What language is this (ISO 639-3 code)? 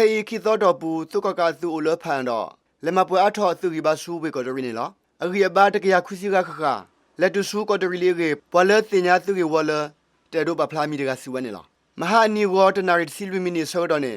ksw